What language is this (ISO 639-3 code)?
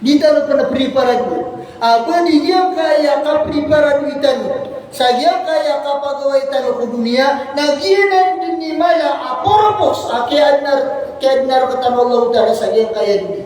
mrw